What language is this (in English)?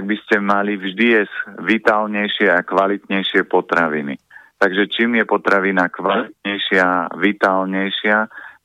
Slovak